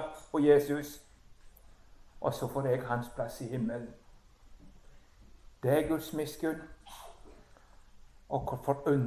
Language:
Norwegian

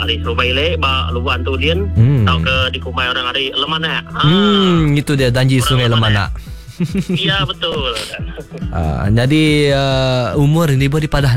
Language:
Malay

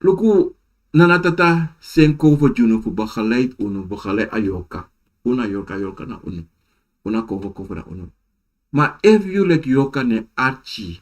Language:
Sranan Tongo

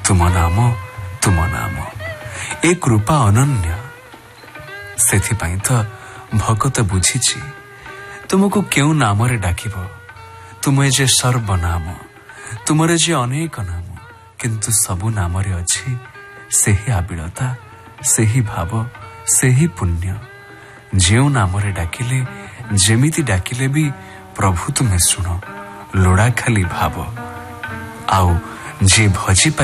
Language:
Odia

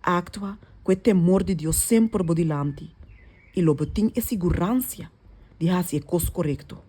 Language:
Papiamento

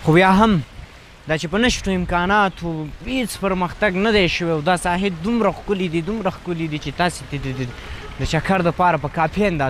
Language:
Pashto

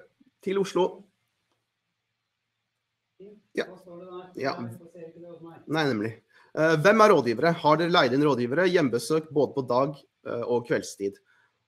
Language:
Norwegian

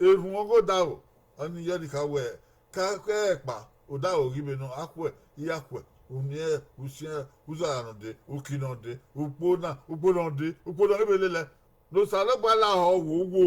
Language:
Bini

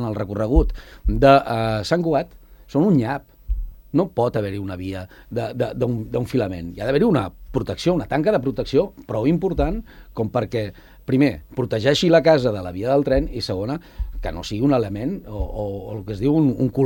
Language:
Catalan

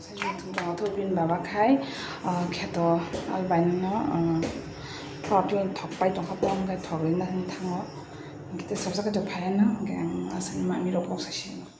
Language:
Kok Borok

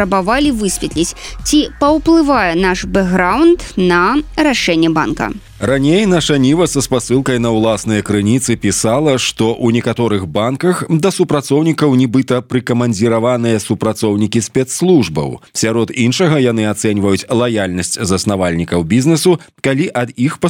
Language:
Belarusian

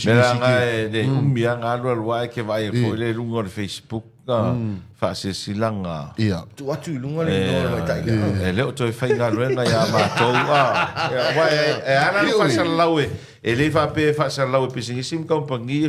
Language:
Samoan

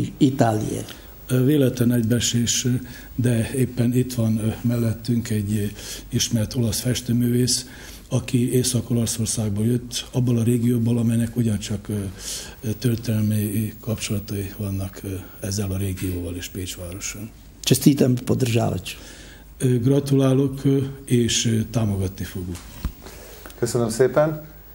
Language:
Hungarian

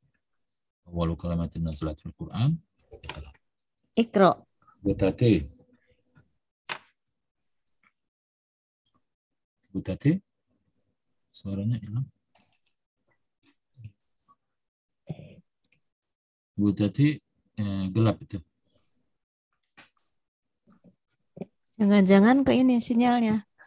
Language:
Indonesian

